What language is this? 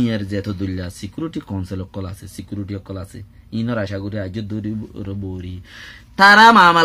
Rohingya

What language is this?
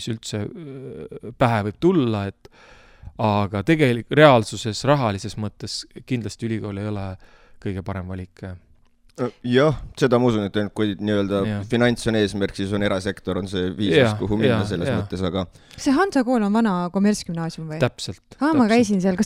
Estonian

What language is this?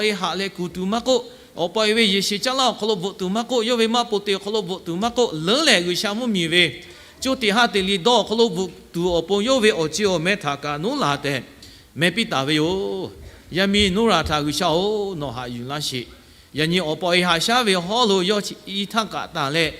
Lahu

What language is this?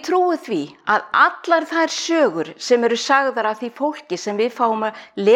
Icelandic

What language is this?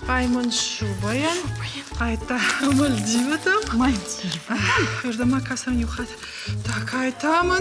Ossetic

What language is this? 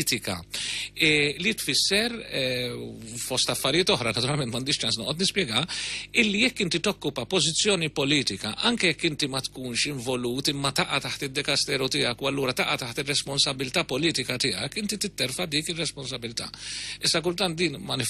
Maltese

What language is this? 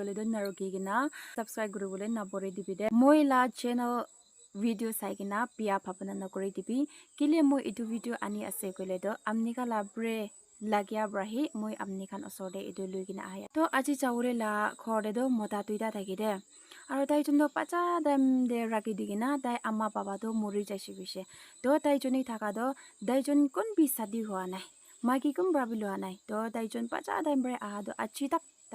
Naga Pidgin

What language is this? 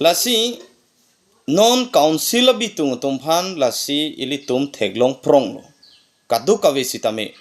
Karbi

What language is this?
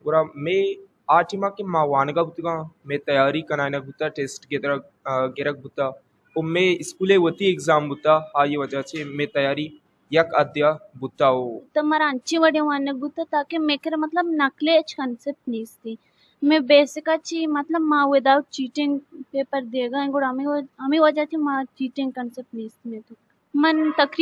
Baluchi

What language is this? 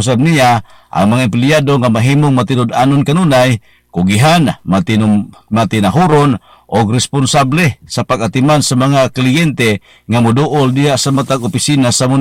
Cebuano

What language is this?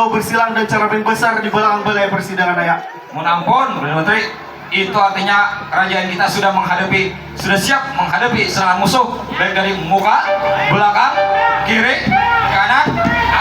Banjar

